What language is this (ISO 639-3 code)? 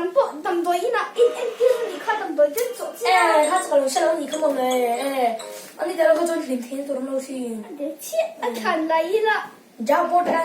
lus